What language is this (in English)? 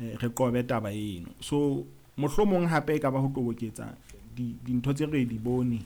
Southern Sotho